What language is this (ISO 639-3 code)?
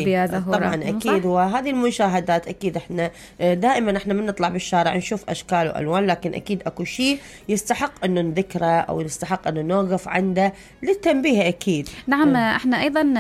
acm